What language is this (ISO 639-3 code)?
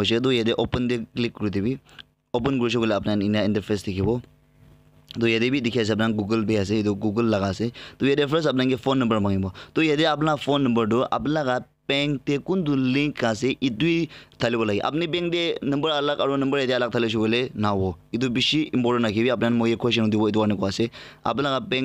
nag